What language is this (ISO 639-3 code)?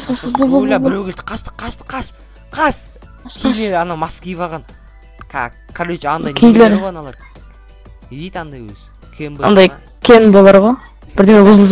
kaz